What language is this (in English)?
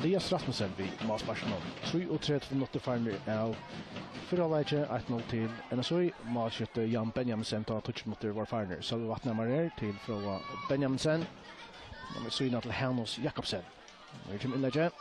Faroese